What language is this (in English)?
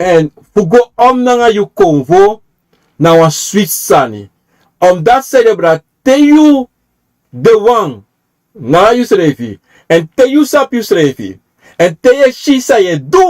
Sranan Tongo